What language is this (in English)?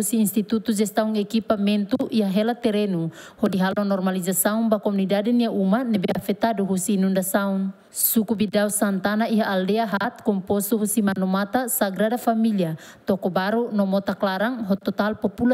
Tetum